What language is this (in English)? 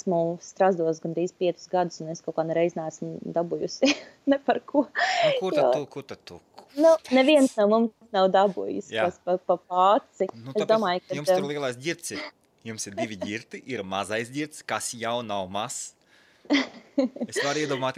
Latvian